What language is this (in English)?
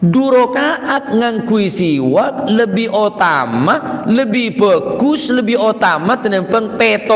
Madurese